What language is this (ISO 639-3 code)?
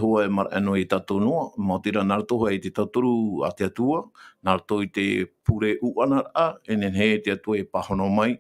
tah